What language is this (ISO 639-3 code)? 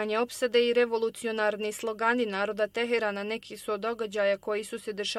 bos